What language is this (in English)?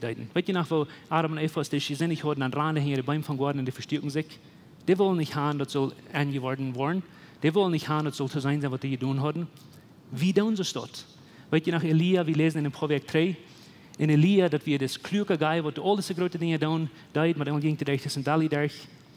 Plautdietsch